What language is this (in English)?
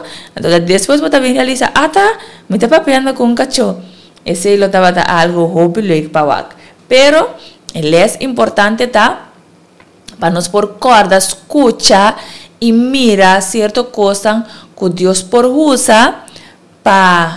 Papiamento